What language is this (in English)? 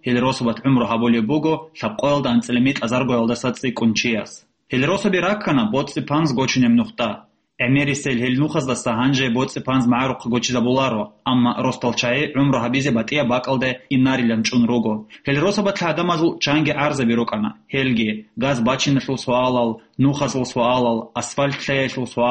Avaric